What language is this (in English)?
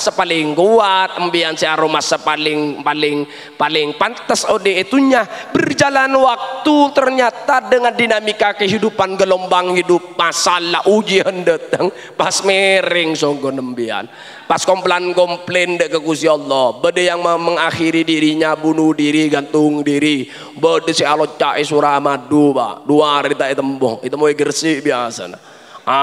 Madurese